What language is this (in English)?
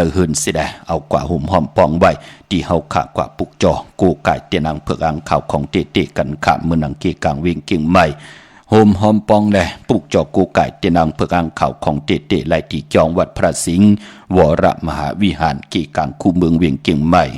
Shan